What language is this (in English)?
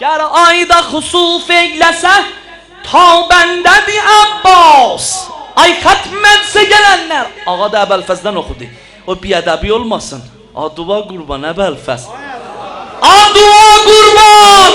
South Azerbaijani